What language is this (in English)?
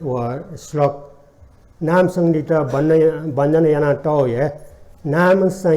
Newari